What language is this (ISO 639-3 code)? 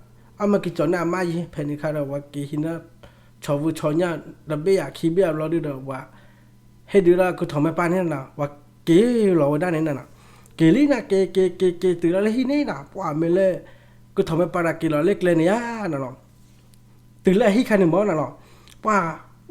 ksw